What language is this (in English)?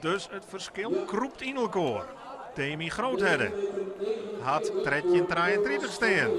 Western Frisian